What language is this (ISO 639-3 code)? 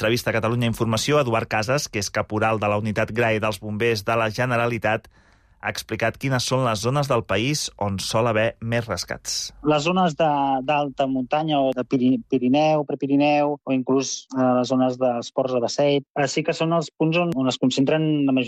cat